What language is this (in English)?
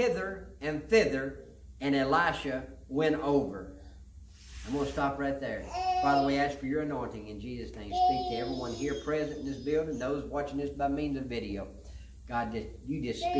English